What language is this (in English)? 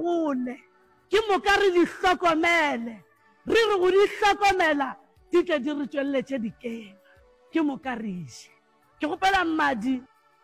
Northern Sotho